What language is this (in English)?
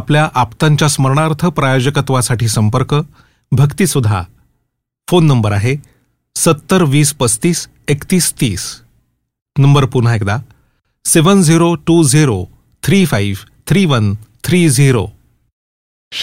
Marathi